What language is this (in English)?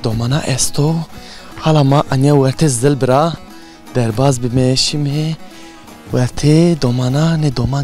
Zaza